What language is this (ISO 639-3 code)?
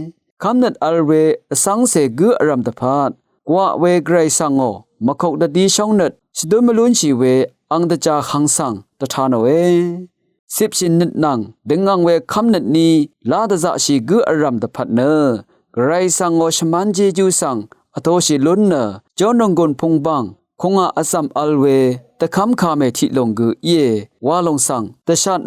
raw